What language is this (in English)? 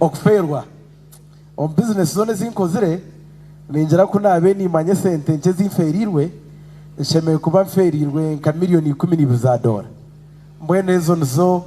Nyankole